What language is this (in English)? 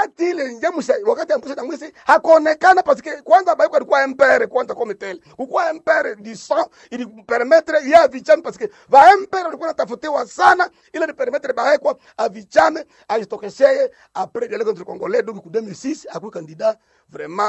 Swahili